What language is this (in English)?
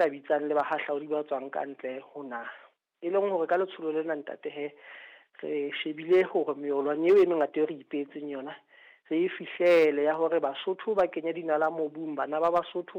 Southern Sotho